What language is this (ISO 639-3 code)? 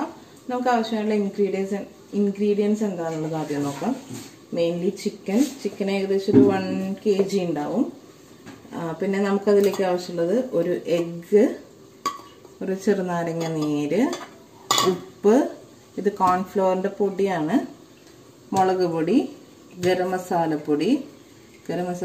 mal